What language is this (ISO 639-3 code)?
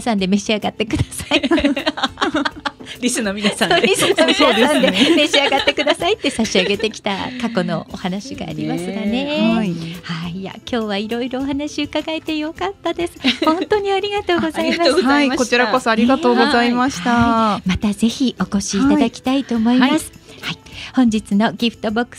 jpn